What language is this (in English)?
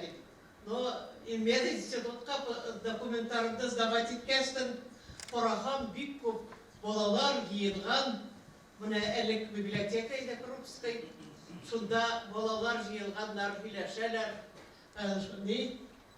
Bashkir